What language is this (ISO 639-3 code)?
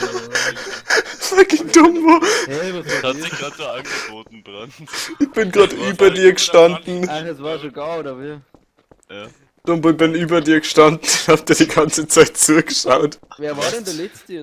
bar